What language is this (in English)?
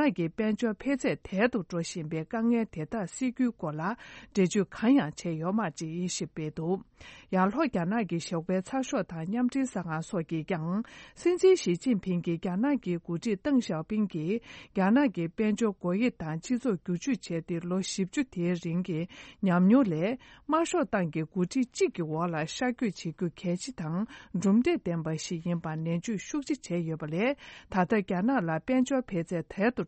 Tibetan